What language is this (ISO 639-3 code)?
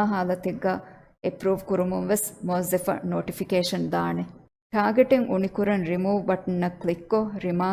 div